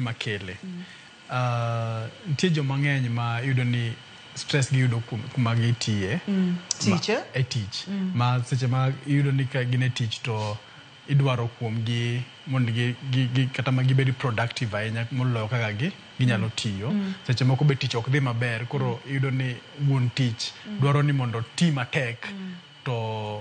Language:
Luo (Kenya and Tanzania)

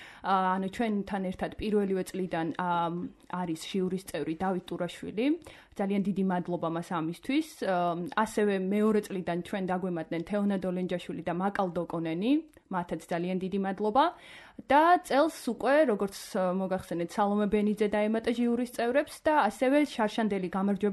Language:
Georgian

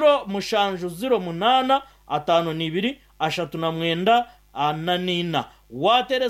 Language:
Nyankole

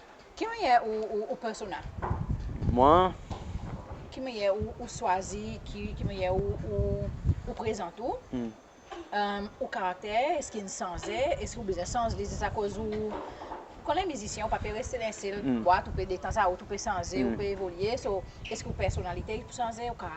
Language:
Seselwa Creole French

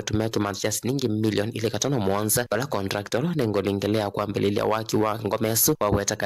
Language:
Kamba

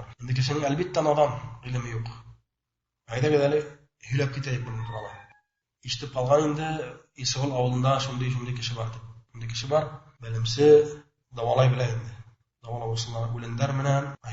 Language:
Bashkir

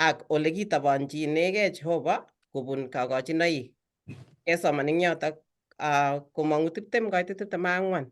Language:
Kalenjin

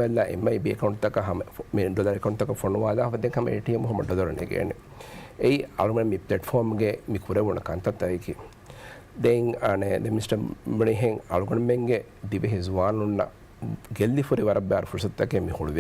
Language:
Divehi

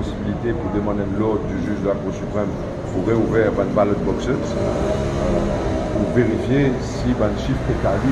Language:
Morisyen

